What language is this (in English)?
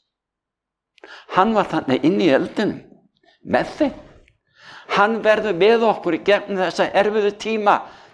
Icelandic